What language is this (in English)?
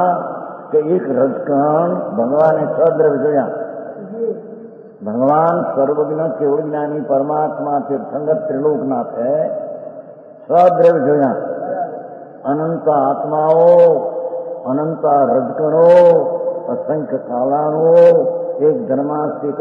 Gujarati